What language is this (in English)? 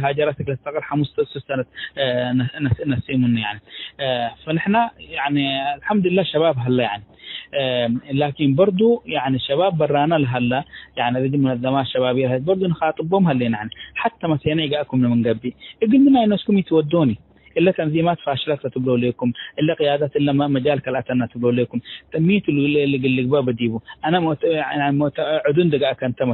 Tigre